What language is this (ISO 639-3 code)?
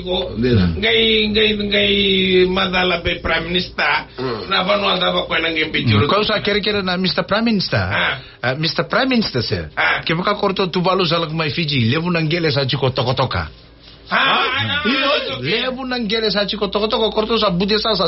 fij